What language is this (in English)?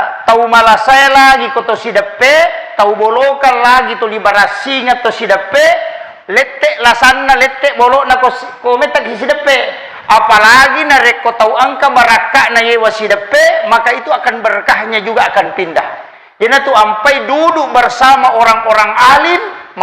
Buginese